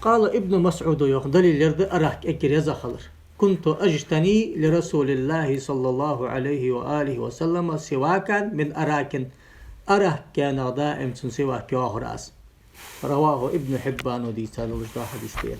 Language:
Ingush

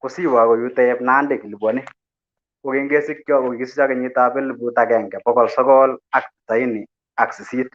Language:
Kalenjin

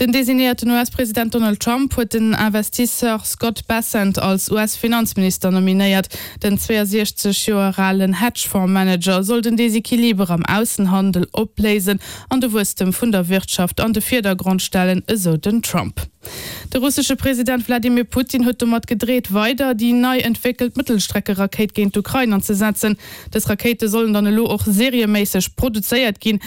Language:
Luxembourgish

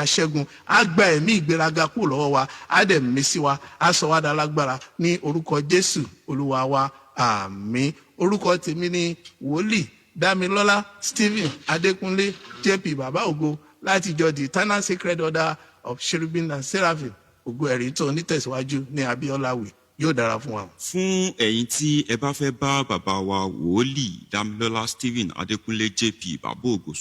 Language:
Yoruba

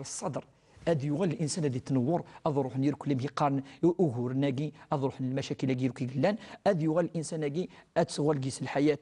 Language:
Kabyle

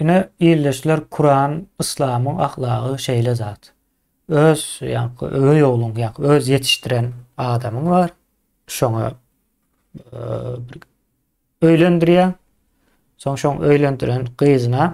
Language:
Turkmen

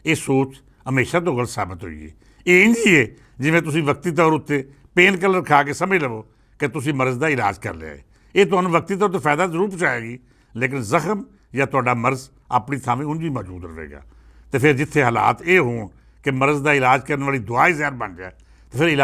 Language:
Western Panjabi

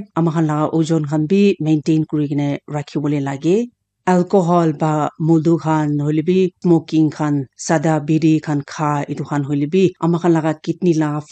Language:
Naga Pidgin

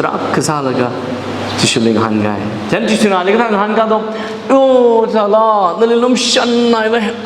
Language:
Tangkhul Naga (India)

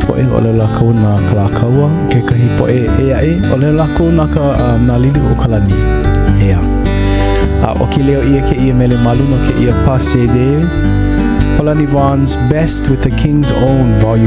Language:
Hawaiian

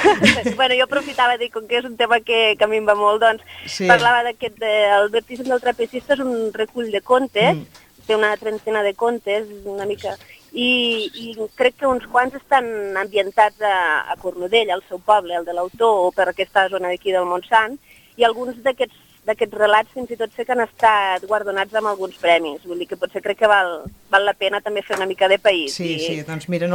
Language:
Catalan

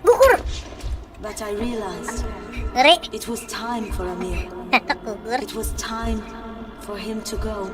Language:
Banjar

